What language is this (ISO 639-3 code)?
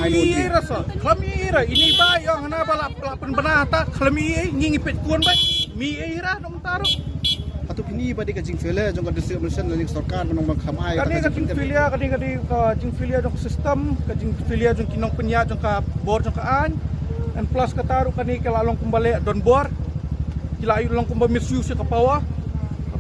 kha